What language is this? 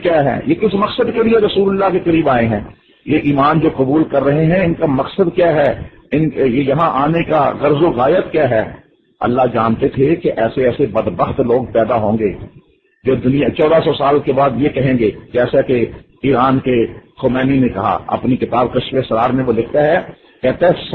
Urdu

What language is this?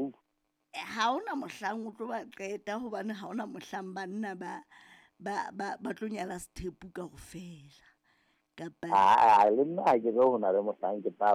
Southern Sotho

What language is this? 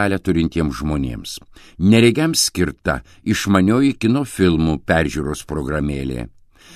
Lithuanian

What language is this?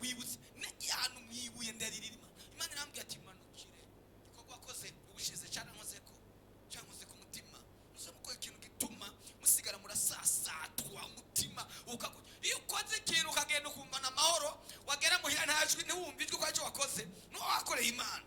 Rundi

